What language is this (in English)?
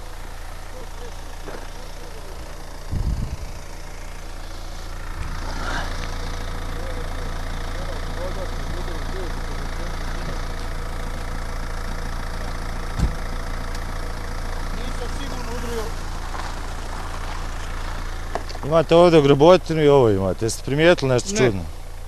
Bosnian